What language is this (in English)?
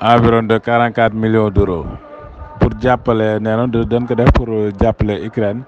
Wolof